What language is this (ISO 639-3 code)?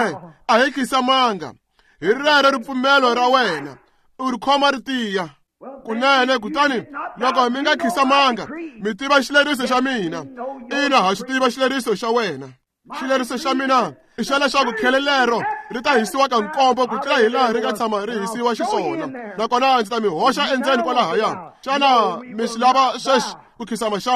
tso